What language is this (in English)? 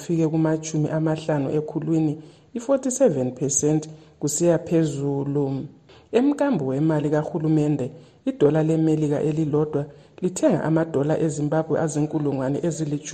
North Ndebele